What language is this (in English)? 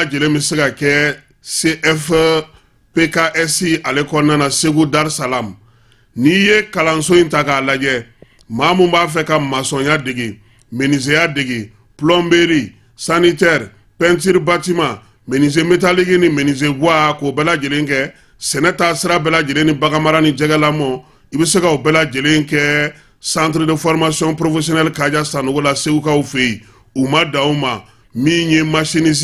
Bambara